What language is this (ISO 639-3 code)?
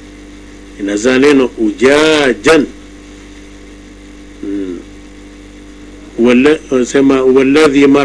swa